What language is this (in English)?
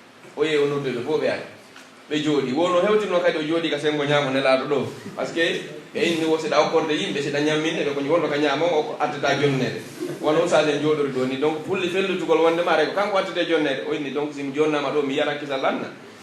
Pular